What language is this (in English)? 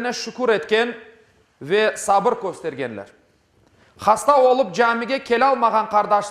Crimean Tatar